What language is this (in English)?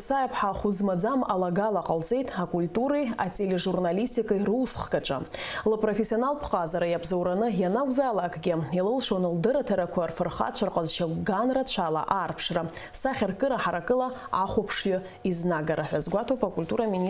Abkhazian